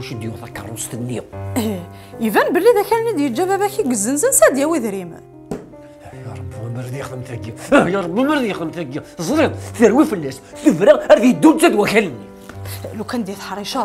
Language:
Kabyle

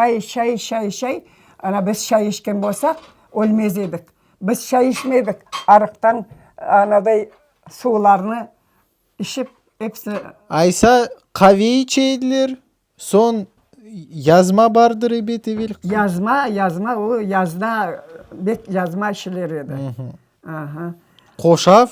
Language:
Crimean Tatar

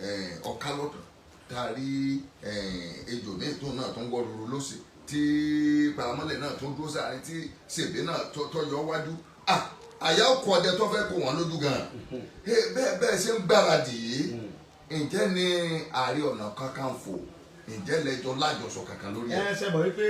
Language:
Yoruba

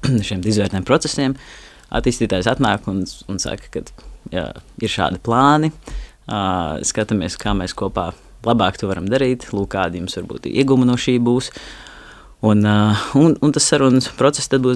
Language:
Latvian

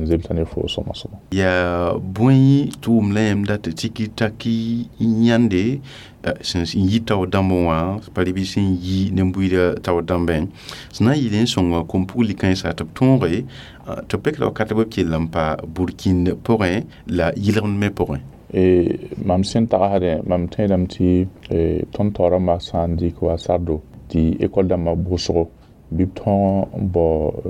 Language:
Mossi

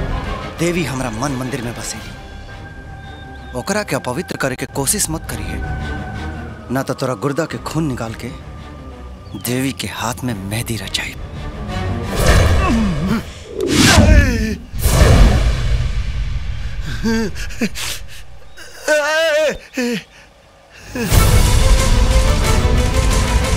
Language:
Bhojpuri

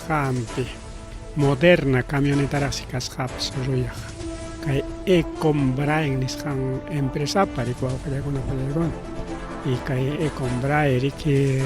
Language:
Ayacucho Quechua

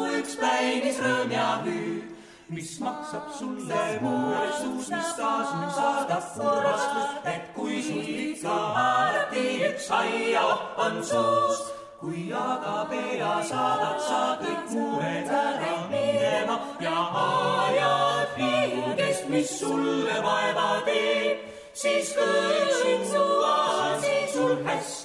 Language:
Estonian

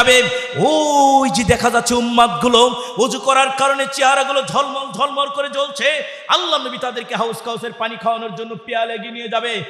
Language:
Bangla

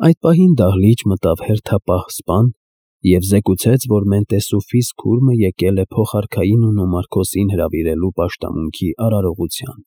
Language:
Armenian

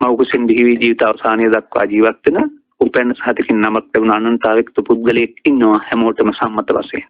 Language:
Sinhala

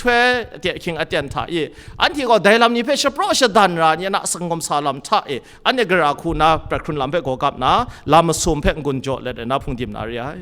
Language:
Kachin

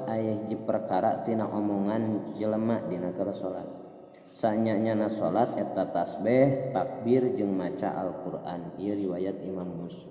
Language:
Sundanese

